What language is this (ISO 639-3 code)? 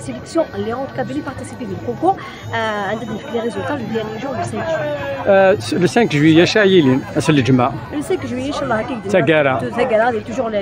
kab